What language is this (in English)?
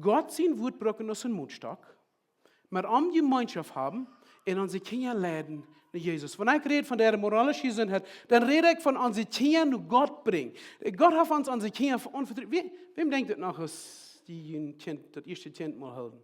Plautdietsch